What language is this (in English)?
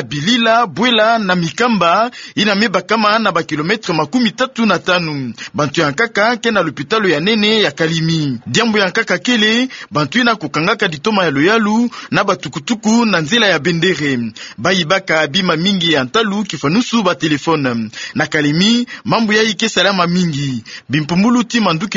Kituba (Democratic Republic of Congo)